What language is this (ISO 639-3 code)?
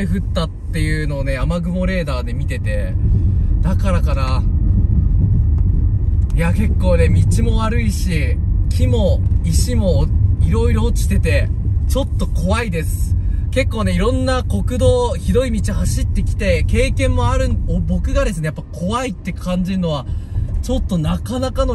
jpn